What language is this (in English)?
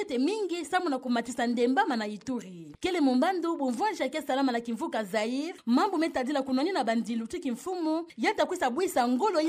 Kituba (Democratic Republic of Congo)